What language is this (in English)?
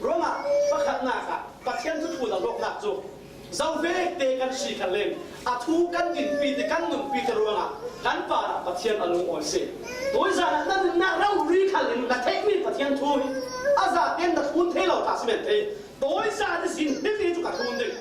Falam Chin